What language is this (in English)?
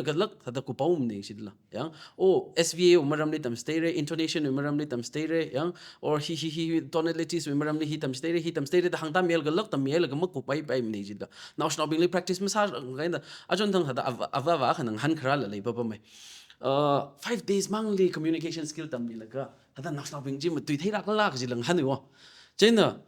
Tangkhul Naga (India)